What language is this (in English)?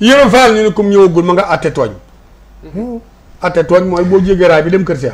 Wolof